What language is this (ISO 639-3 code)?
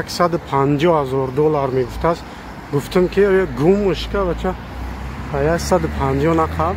tgk